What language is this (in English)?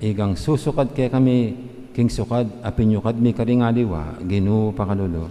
Pampanga